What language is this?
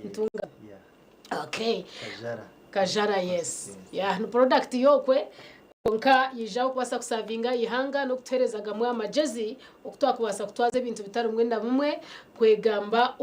Nyankole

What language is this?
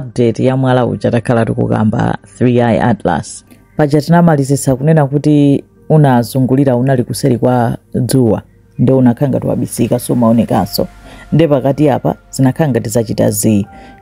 Nyanja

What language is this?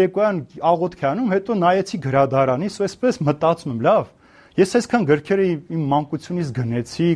Armenian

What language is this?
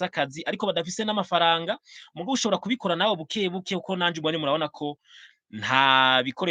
Rundi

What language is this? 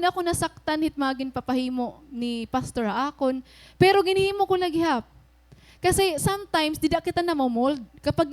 Waray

